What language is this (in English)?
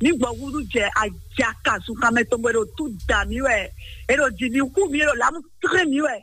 Fon